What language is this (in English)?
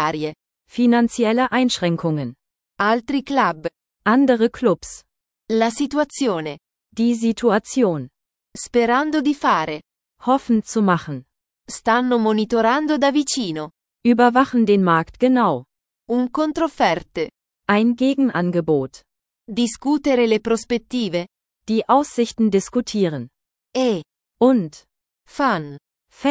Italian